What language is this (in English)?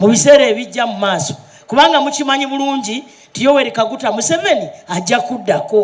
Soga